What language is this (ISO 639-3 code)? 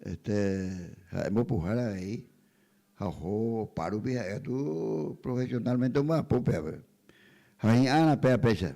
grn